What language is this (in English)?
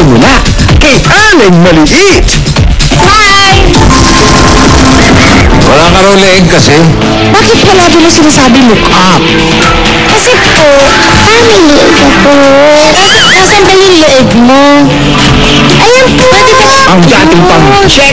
Filipino